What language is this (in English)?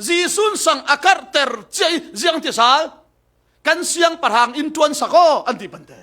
Falam Chin